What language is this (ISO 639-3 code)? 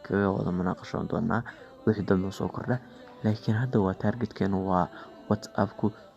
som